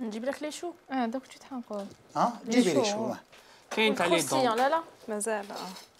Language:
Algerian Arabic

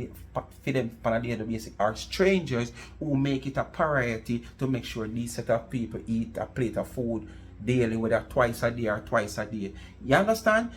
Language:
Jamaican Creole English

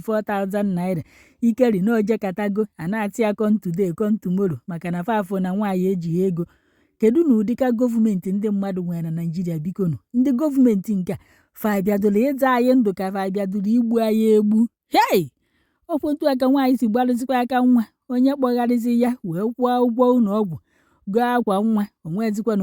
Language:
Igbo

